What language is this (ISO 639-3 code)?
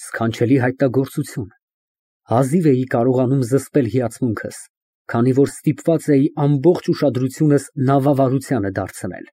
hye